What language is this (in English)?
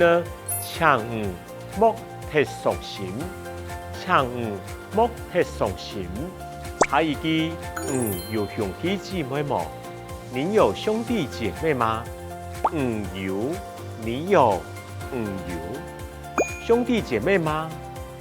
Hakka Chinese